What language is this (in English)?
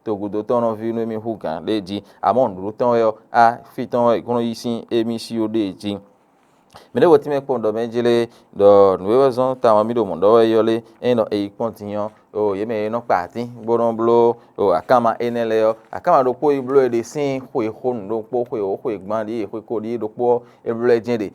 Fon